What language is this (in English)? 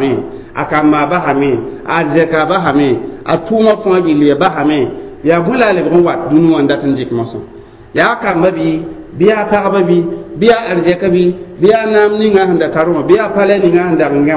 Mossi